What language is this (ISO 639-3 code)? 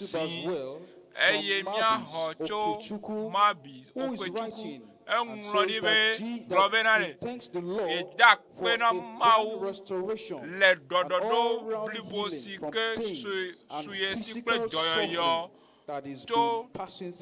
ewe